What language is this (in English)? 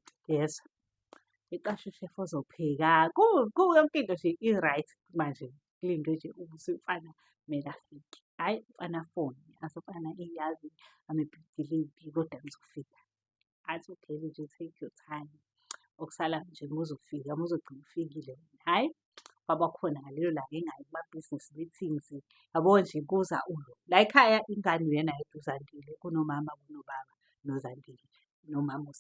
Zulu